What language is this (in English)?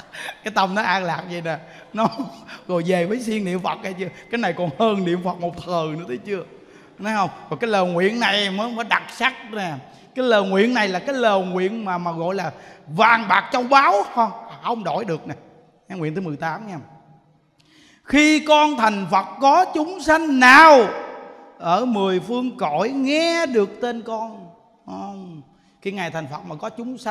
Vietnamese